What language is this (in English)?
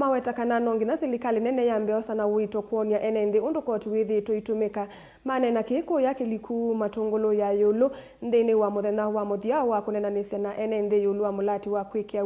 Kamba